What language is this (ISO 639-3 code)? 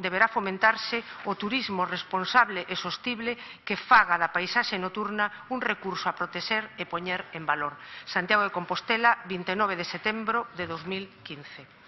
glg